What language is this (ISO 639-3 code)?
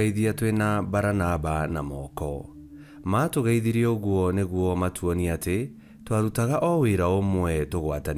kik